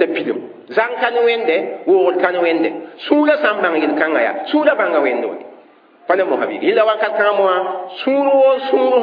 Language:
Mossi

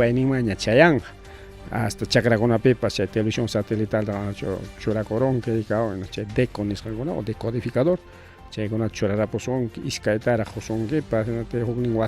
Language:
Ayacucho Quechua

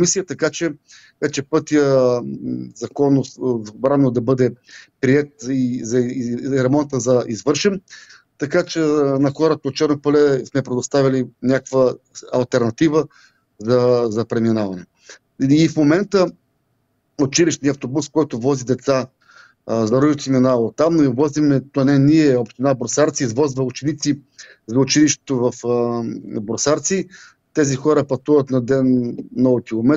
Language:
Bulgarian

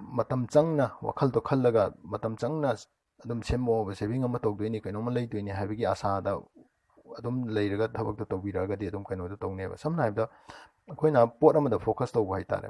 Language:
Manipuri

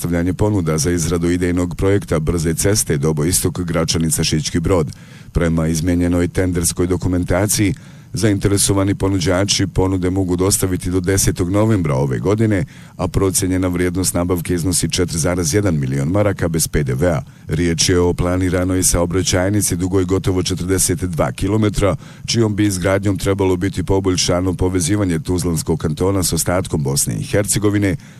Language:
Bosnian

